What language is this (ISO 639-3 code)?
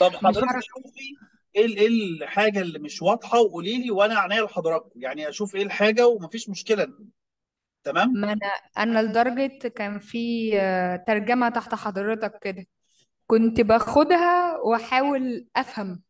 arz